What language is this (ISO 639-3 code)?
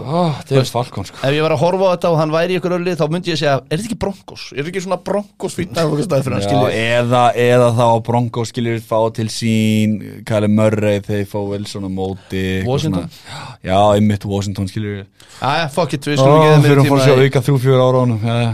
isl